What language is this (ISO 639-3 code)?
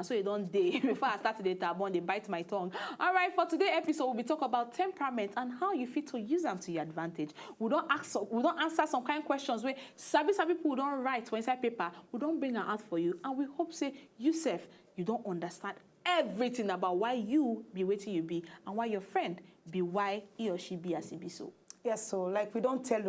pcm